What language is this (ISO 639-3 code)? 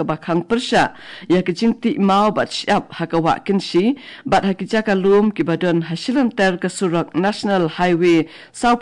kha